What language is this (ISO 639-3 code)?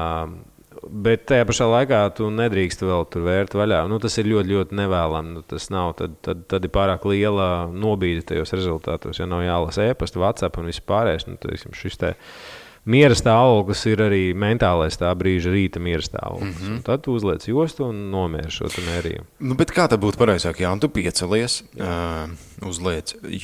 lav